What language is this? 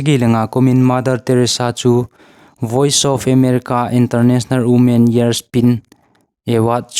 Thado Chin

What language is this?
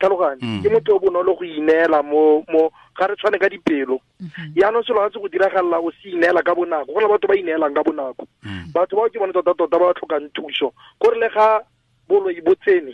Tswana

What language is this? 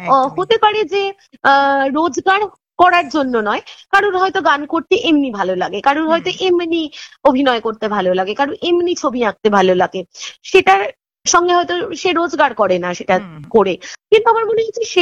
Bangla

